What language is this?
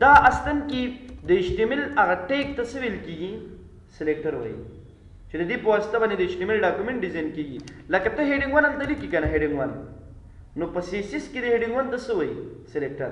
Pashto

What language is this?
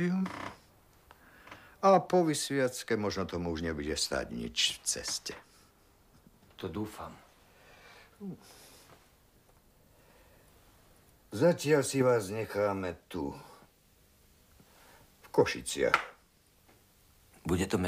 Slovak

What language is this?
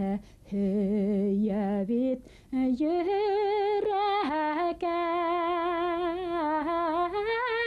Bashkir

